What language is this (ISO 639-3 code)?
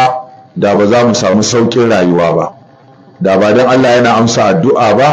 hau